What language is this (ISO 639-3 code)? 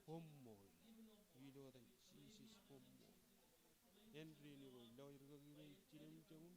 mah